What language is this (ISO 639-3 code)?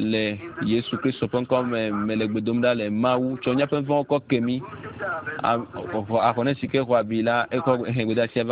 ewe